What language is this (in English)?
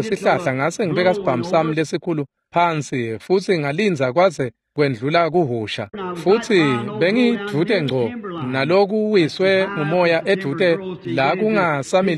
Swati